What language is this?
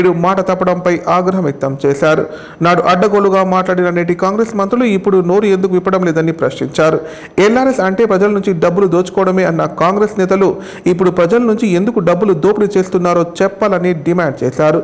Telugu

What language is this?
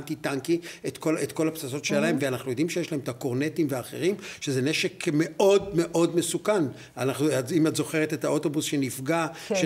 Hebrew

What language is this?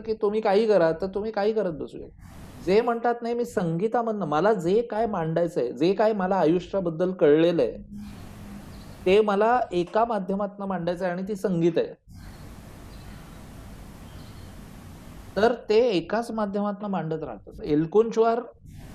Marathi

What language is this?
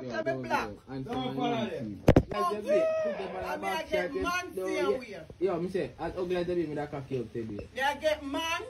Jamaican Creole English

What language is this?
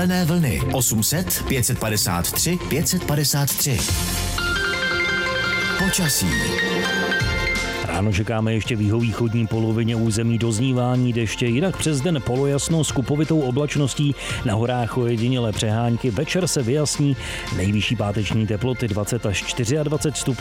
Czech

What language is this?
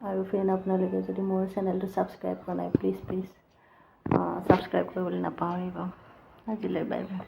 Assamese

